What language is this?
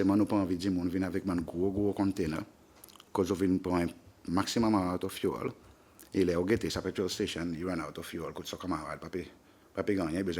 Seselwa Creole French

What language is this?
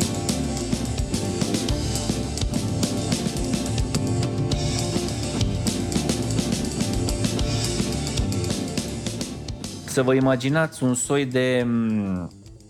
Romanian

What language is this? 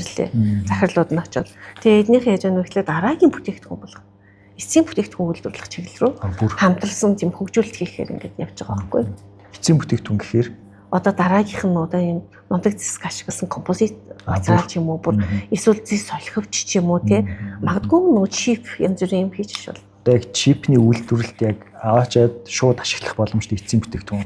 Mongolian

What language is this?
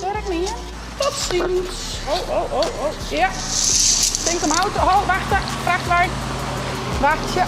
Western Frisian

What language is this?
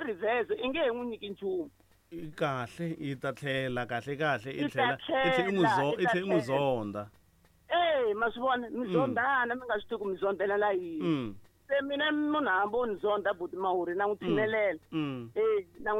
Tsonga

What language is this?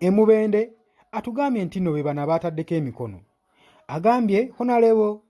Ganda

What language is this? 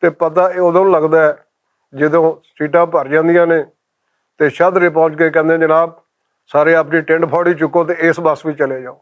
Western Panjabi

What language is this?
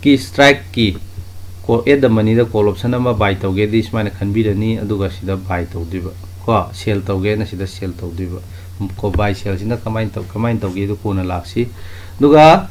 Manipuri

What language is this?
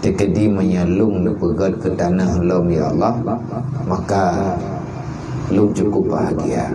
Achinese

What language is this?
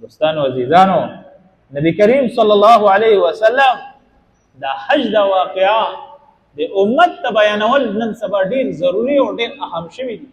Pashto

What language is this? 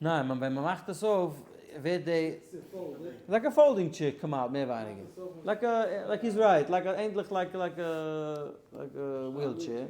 Yiddish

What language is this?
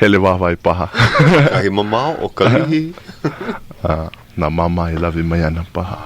Hawaiian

